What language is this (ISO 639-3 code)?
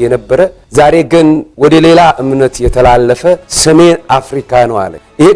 amh